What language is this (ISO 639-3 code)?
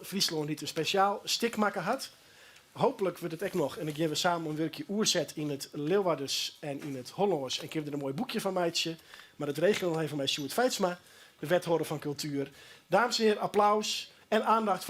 fry